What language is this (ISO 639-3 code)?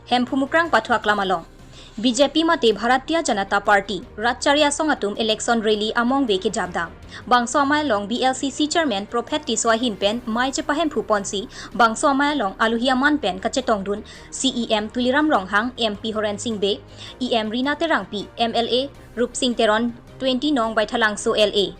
mjw